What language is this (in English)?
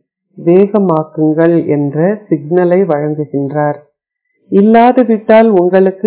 Tamil